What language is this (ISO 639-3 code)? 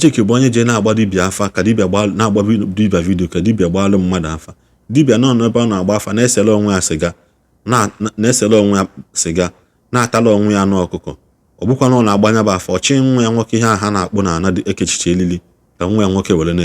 ibo